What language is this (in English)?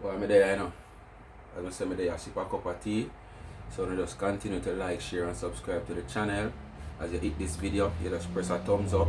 Jamaican Creole English